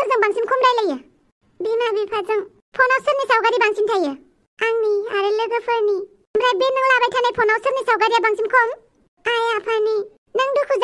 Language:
Bodo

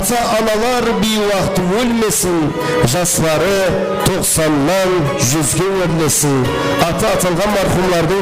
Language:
Kara-Kalpak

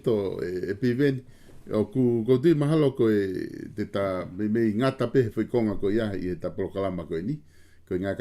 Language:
Tongan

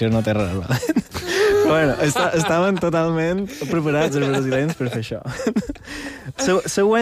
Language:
Catalan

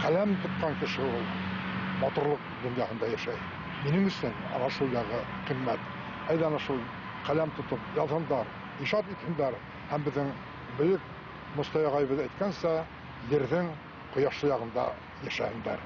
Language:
Bashkir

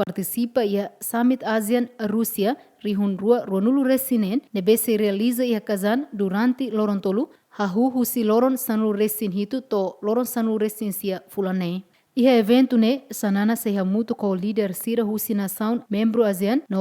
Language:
Tetum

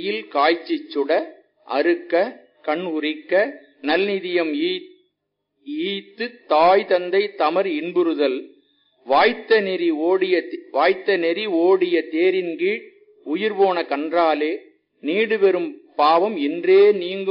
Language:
Tamil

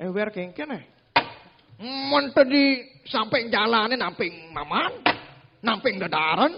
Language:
Balinese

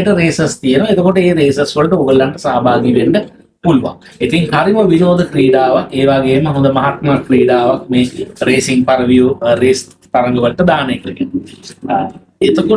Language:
Sinhala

